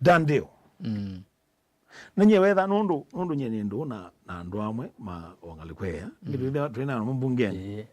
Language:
Kamba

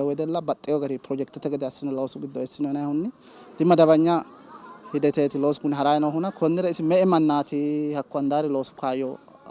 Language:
Sidamo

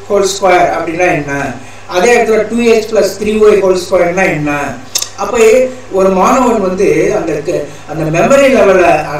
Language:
Tamil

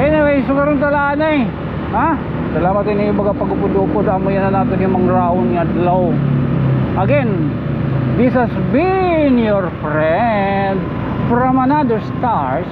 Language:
Waray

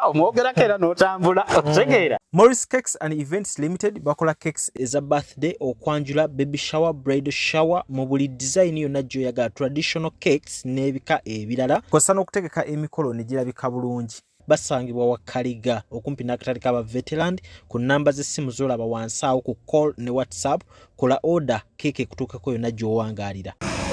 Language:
Ganda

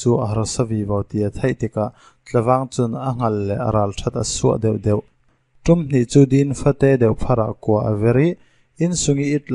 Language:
Falam Chin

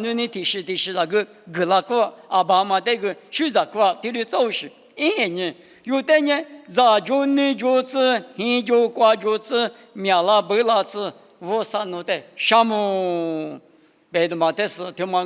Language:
Lisu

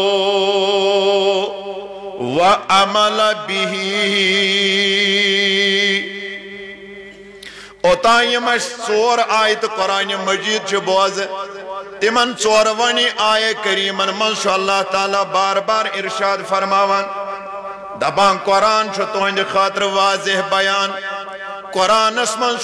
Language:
Kashmiri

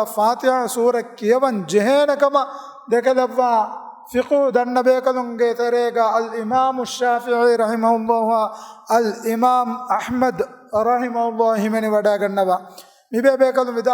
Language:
Divehi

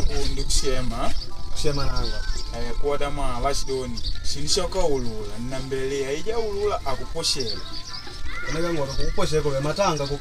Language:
Makonde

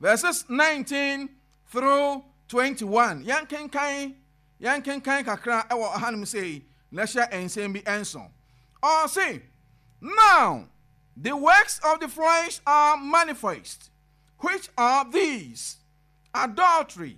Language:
Akan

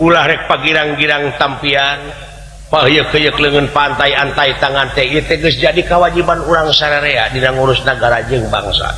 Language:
Sundanese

